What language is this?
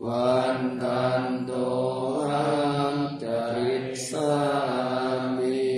Pali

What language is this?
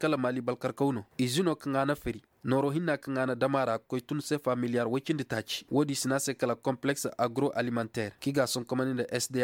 Zarma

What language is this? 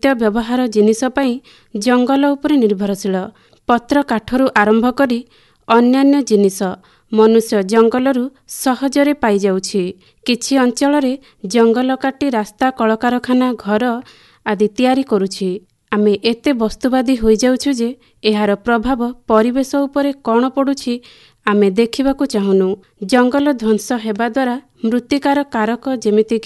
Odia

